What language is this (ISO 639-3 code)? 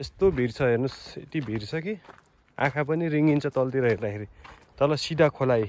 nep